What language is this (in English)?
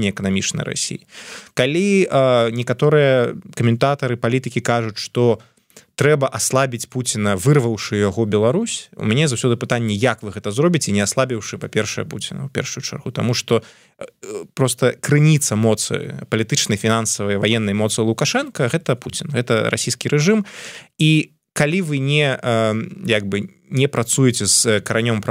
Belarusian